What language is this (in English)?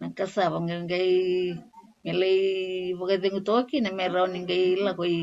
Fijian